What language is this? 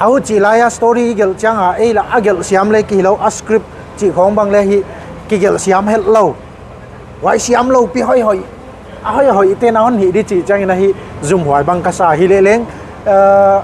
Paite Chin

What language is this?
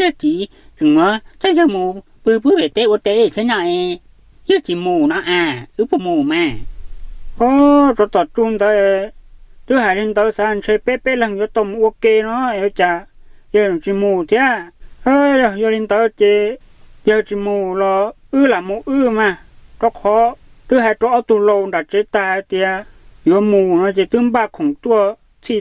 Hmong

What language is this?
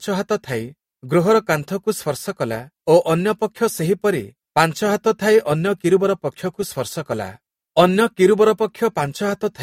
Odia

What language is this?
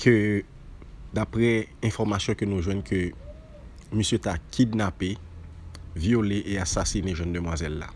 Haitian Creole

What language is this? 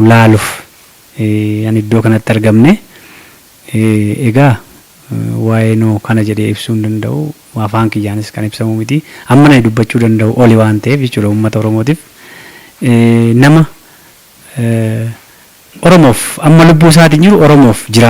Oromo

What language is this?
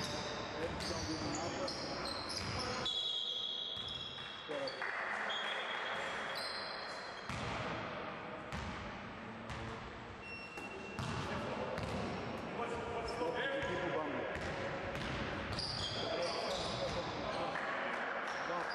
Serbian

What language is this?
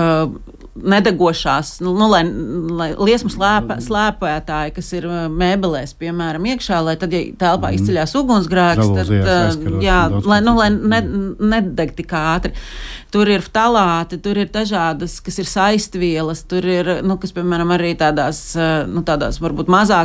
Latvian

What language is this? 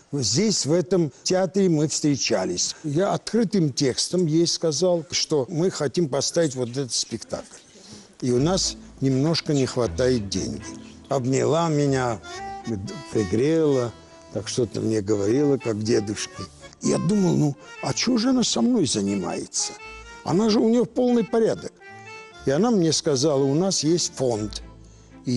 Russian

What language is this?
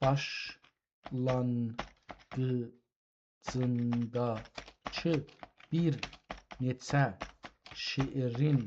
South Azerbaijani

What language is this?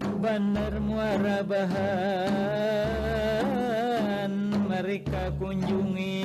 Banjar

